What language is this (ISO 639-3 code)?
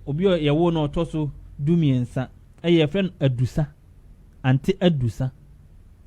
aka